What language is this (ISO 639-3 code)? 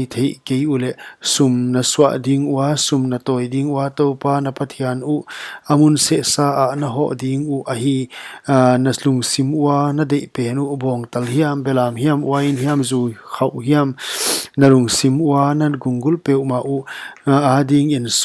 pck